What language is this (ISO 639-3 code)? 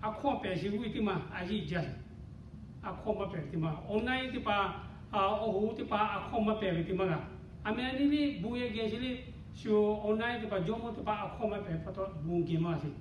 lhu